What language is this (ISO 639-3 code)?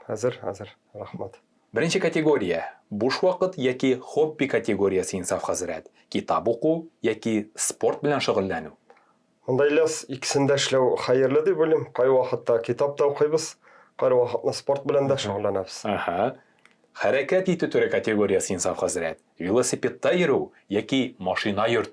tat